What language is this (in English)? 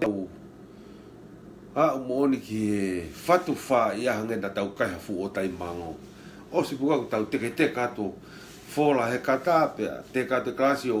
Tongan